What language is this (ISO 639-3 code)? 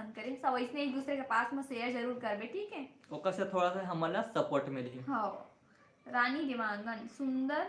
hne